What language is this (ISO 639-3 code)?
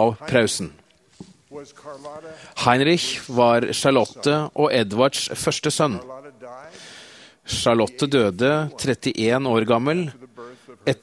nor